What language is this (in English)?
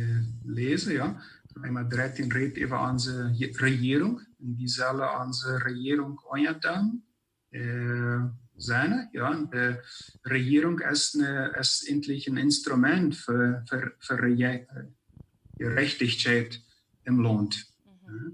Plautdietsch